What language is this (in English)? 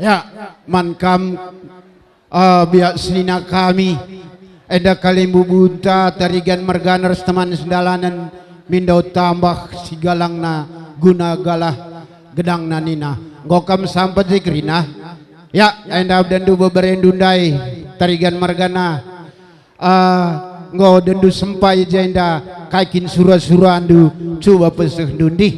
Batak Karo